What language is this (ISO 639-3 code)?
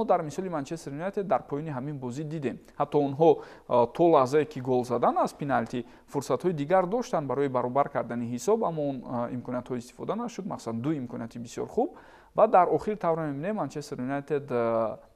tgk